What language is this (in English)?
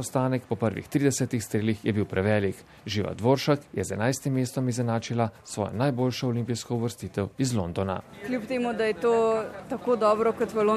Slovenian